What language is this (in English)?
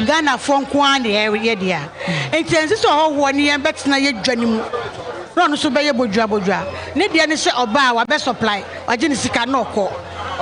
Akan